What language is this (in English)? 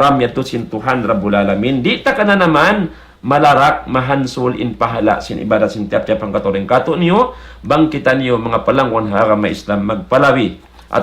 Tausug